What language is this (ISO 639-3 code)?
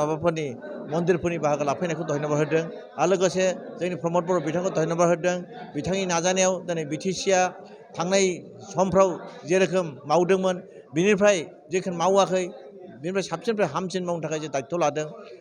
brx